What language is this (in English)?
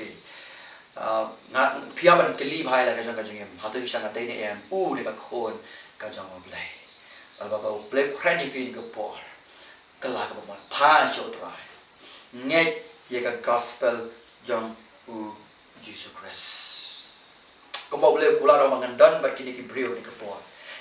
Khasi